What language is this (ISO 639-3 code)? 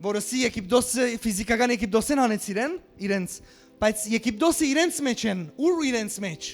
hyw